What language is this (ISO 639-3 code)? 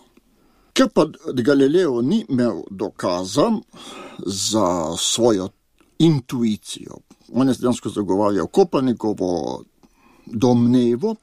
slv